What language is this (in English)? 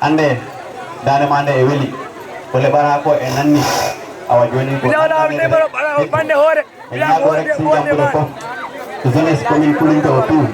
Fula